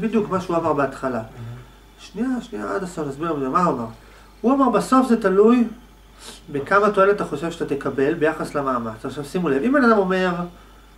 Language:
Hebrew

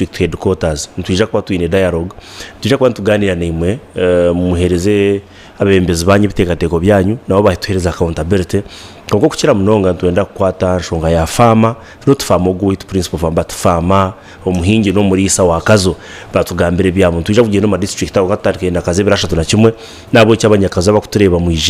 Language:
Nyankole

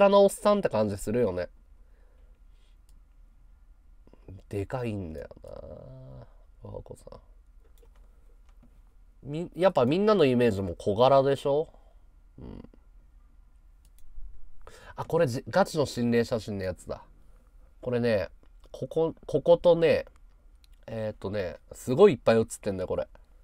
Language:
Japanese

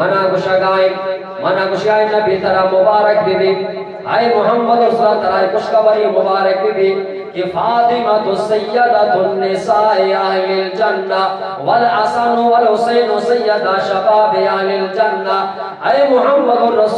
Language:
Eastern Balochi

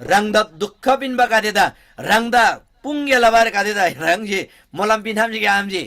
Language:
Eastern Tamang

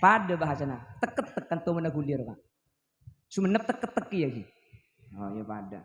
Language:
Madurese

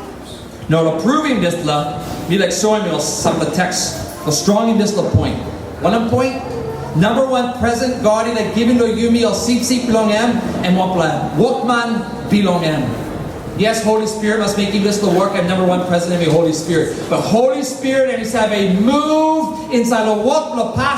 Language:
Tok Pisin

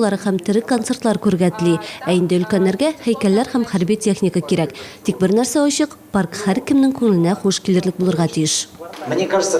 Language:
Tatar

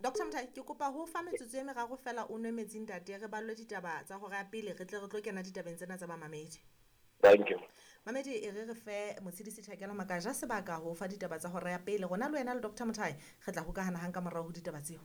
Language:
Southern Sotho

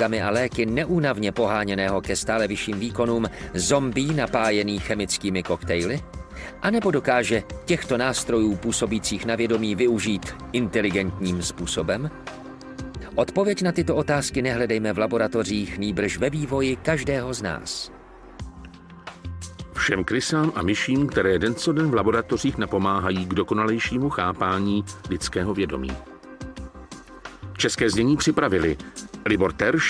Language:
Czech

